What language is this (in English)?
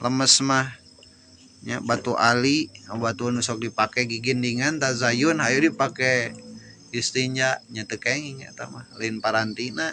Sundanese